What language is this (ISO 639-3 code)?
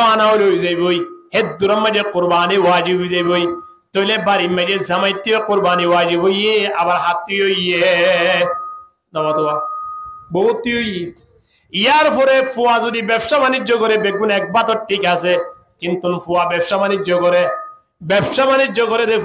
rhg